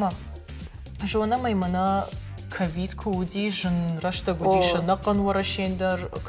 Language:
Ossetic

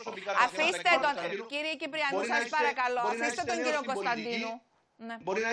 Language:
Greek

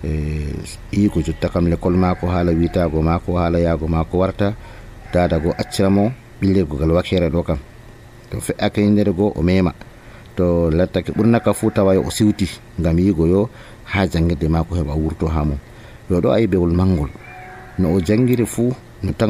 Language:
Nigerian Fulfulde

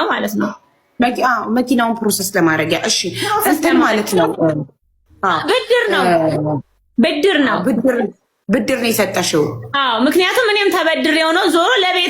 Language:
Amharic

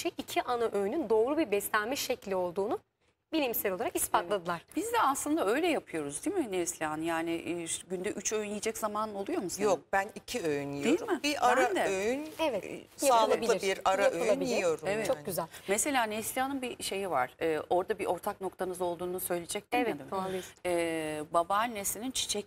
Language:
Turkish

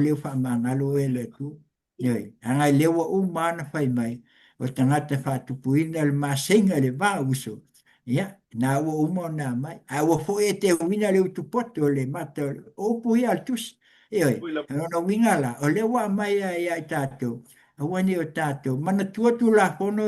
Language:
Samoan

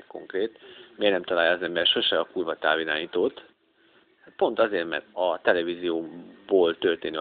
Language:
Hungarian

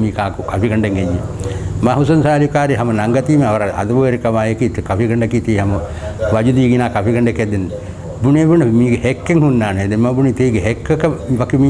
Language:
Divehi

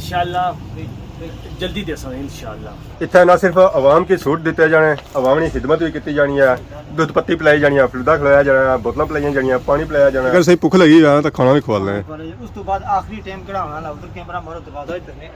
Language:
Pahari-Potwari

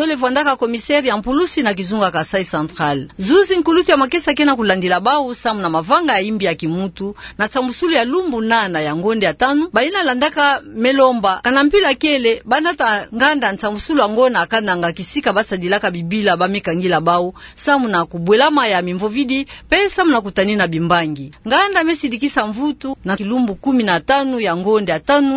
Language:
Kituba (Democratic Republic of Congo)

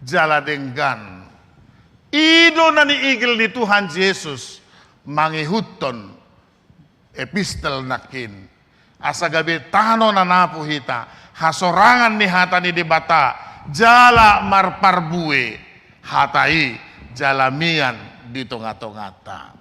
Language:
Batak Toba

